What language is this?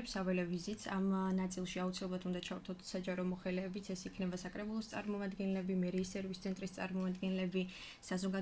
Georgian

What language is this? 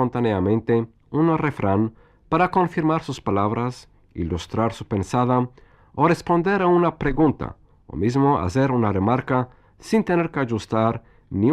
Ladino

